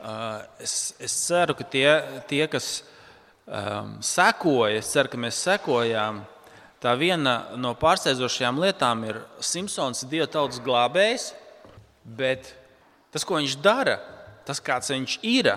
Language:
Latvian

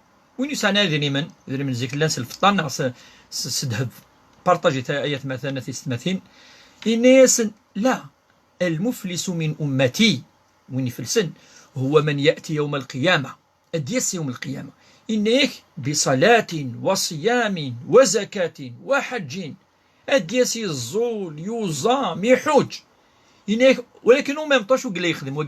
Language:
Kabyle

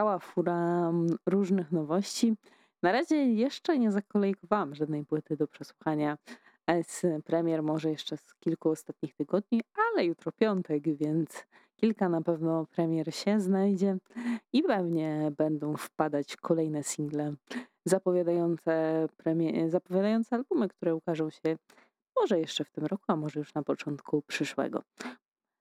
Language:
Polish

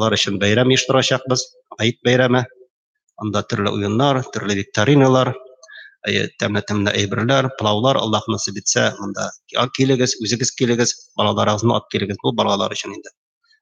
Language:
Tatar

